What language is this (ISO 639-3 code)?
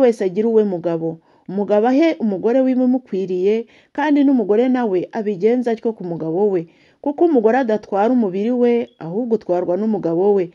kin